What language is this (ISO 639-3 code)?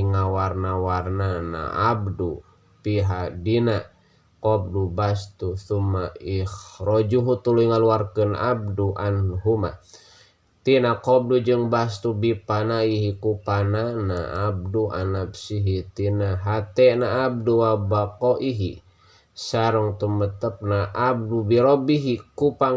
sun